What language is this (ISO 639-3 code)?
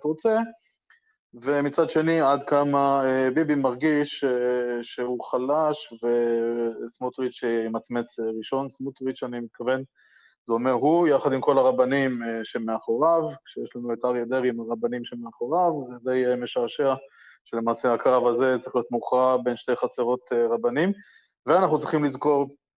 heb